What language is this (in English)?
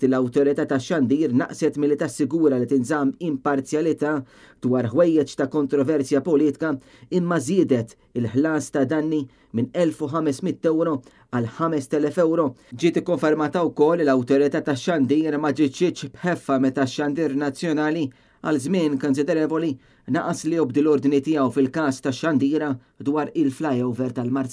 Maltese